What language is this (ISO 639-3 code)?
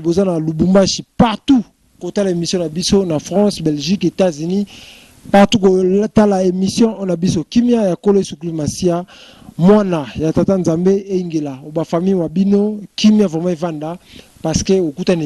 lin